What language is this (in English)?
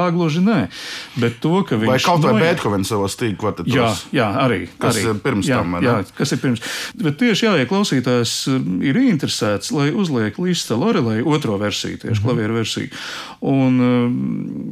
Latvian